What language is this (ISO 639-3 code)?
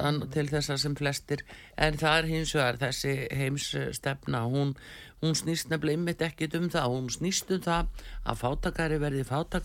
isl